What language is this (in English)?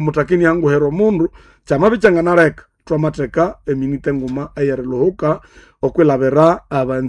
Nande